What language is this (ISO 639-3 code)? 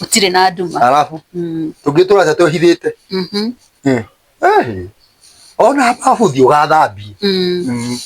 kik